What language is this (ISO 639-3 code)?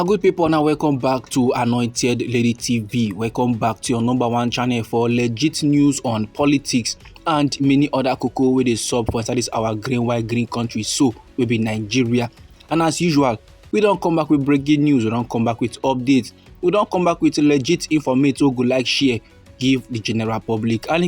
pcm